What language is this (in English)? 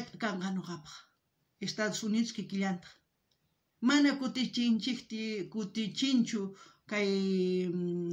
South Bolivian Quechua